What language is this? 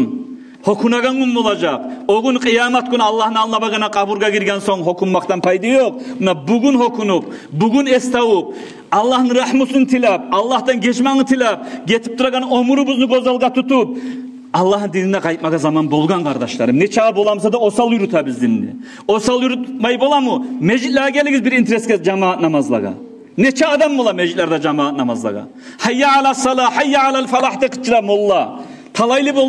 Kumyk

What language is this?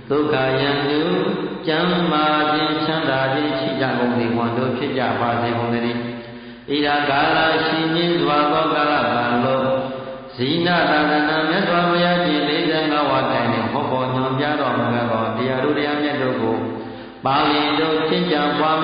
Burmese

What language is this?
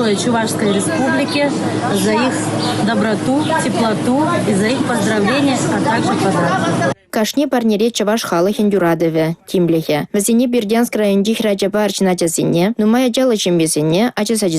Chuvash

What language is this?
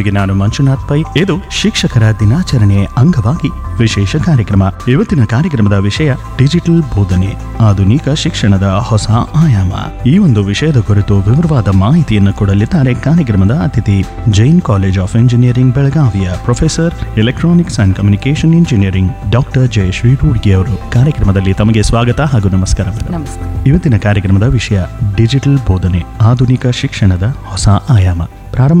Kannada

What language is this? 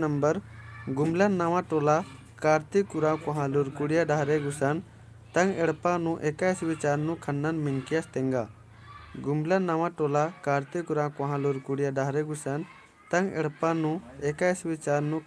Kurukh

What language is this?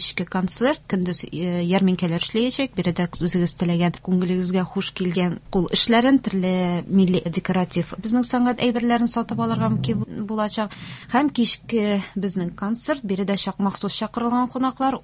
Tatar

